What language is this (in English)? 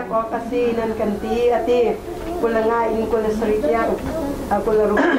Hakha Chin